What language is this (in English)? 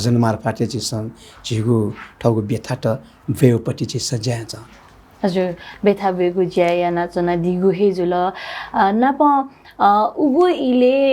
Newari